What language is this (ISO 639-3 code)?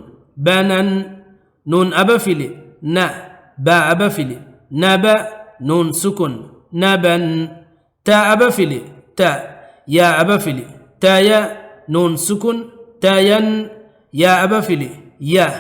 div